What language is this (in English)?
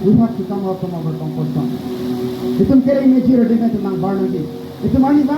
Karbi